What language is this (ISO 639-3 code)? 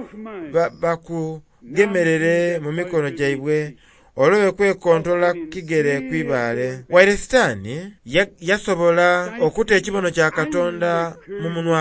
xog